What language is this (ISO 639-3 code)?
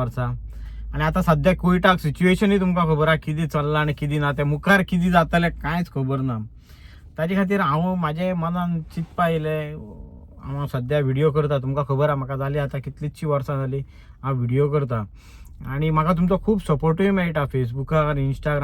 kok